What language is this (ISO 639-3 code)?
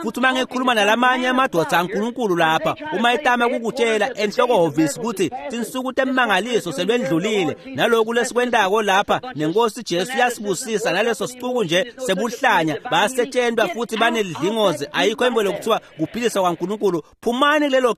ssw